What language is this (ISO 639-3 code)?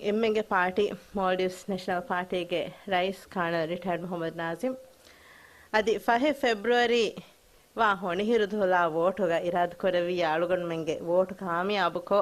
div